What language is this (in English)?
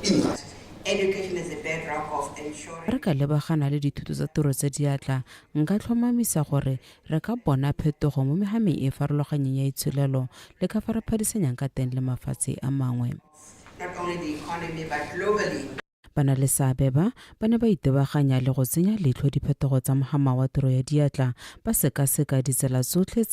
Tswana